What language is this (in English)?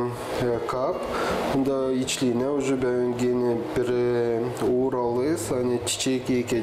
Gagauz